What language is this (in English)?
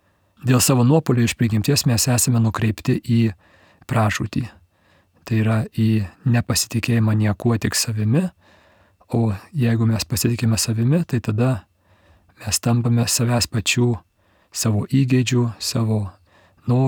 Lithuanian